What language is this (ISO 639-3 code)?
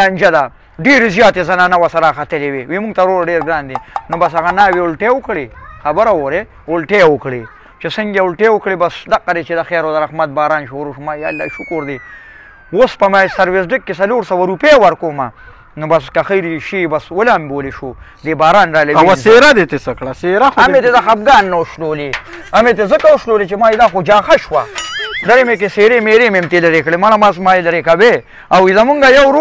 pus